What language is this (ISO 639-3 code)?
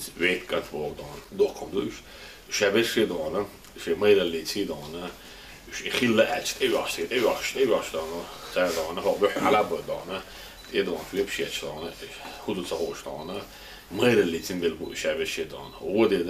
che